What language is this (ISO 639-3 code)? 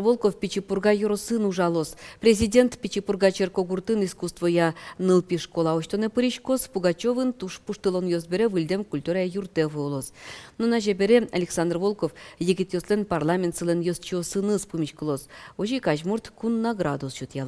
udm